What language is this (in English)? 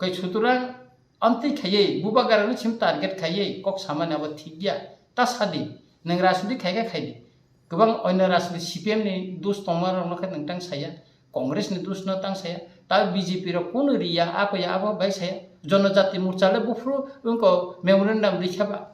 Kok Borok